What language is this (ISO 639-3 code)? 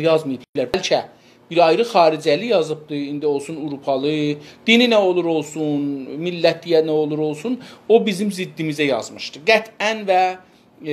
azb